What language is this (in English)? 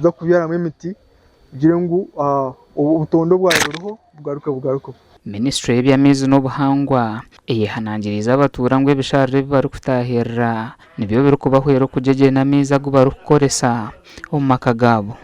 Nyankole